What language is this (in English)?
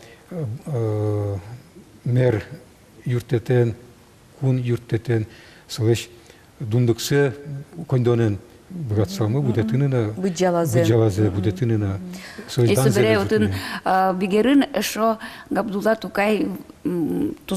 Udmurt